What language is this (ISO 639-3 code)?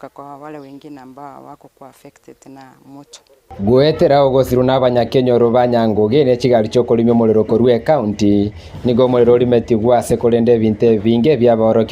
guz